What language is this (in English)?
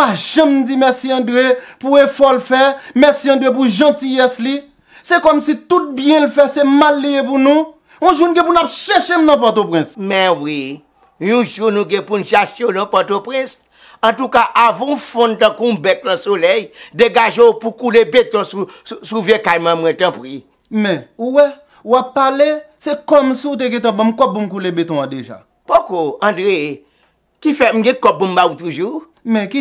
Haitian Creole